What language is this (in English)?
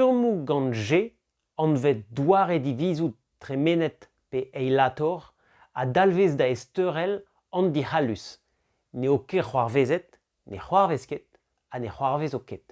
Breton